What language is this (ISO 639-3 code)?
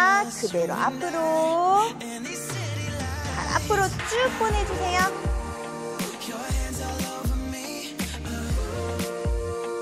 kor